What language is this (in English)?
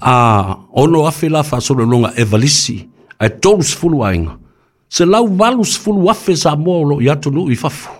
Samoan